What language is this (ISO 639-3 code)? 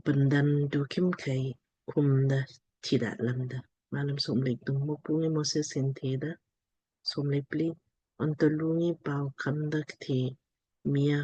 lmk